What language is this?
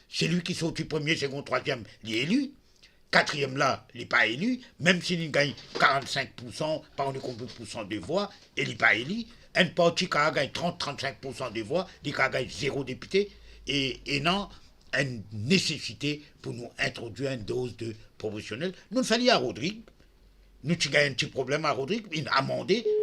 Morisyen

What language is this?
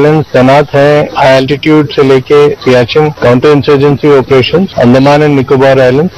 Hindi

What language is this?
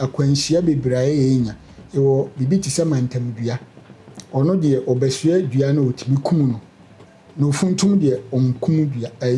Akan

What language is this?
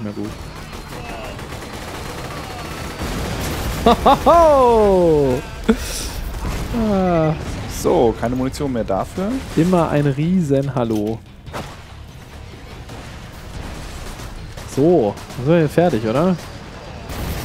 German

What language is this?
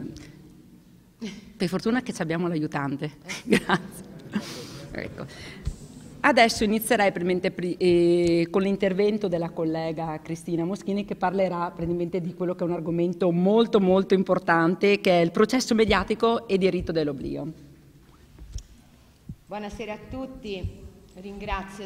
Italian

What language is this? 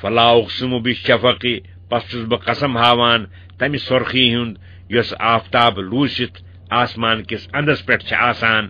Kashmiri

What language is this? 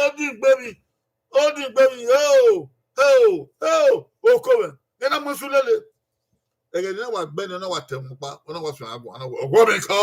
Bini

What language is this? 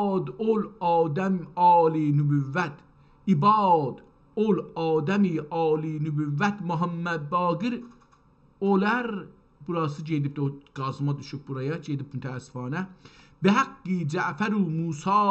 South Azerbaijani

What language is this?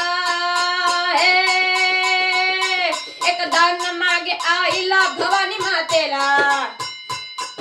Marathi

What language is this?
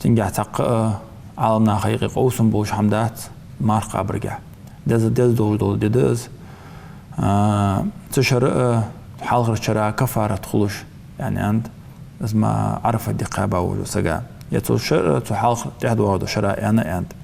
Ingush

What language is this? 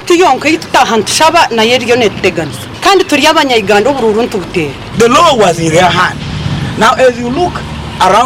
Nyoro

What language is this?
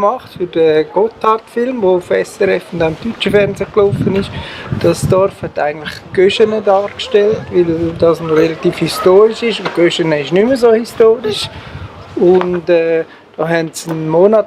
Swiss German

